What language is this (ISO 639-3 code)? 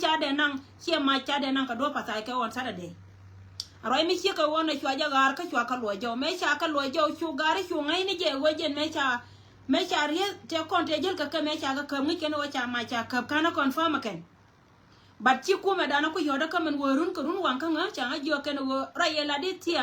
nus